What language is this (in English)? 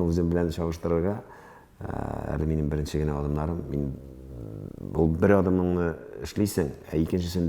Tatar